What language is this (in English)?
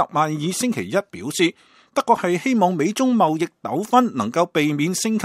Cantonese